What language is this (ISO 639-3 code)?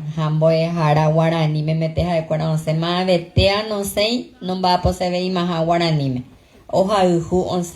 grn